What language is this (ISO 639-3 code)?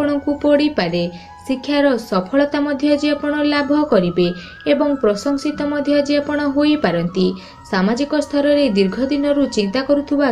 ori